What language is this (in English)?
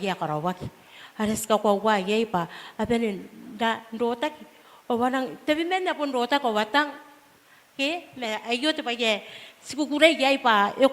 Gilbertese